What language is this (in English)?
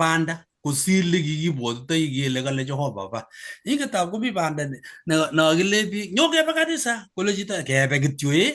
Kalenjin